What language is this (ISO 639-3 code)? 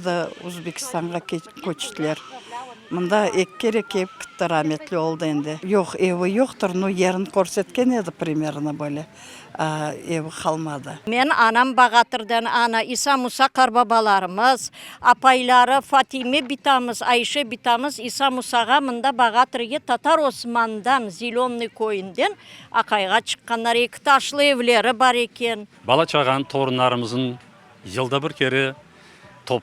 crh